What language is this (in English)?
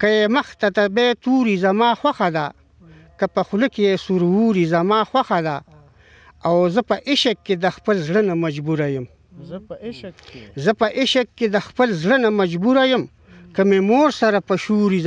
Pashto